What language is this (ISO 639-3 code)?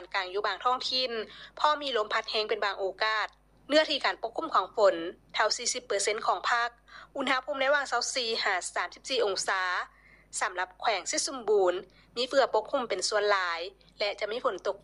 lao